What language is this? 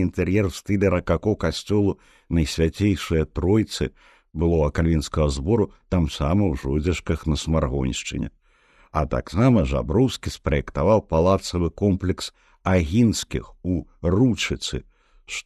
Belarusian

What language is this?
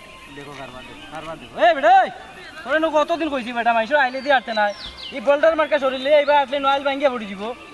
Sylheti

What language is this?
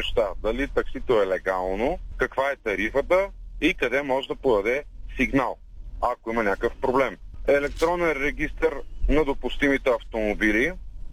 Bulgarian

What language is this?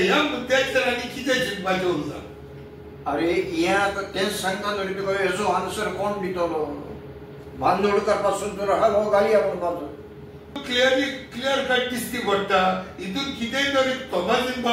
Konkani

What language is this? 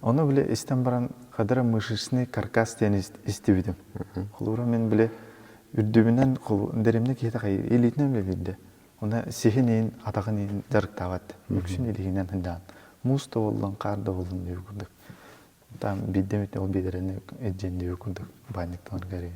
Yakut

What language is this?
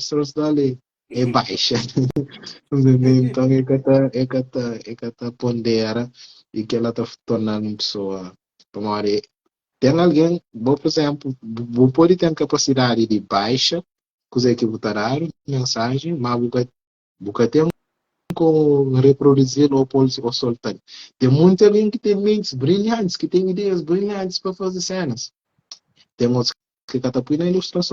Kabuverdianu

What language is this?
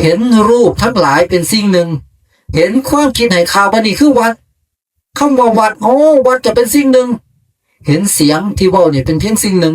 Northeastern Thai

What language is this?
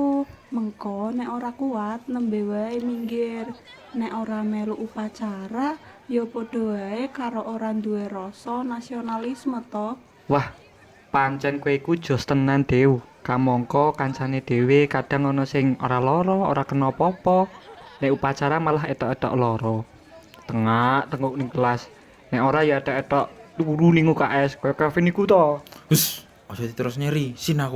Javanese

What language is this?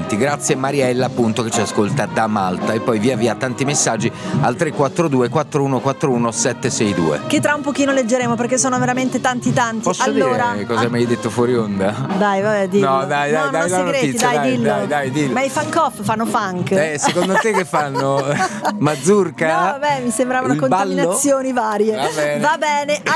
Italian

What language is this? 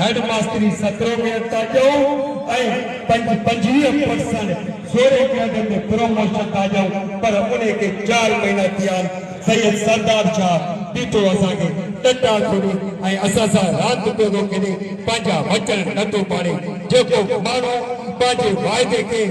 Sindhi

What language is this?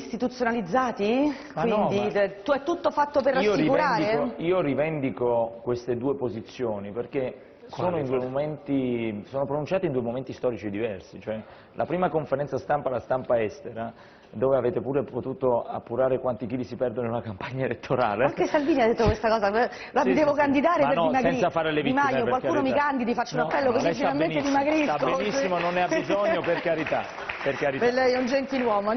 Italian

